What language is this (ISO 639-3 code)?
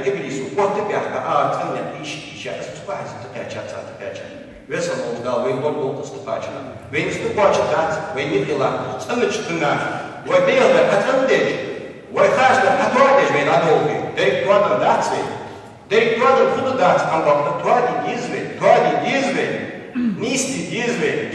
inh